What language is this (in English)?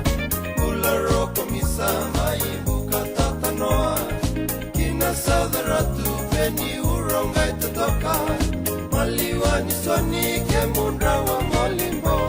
Fijian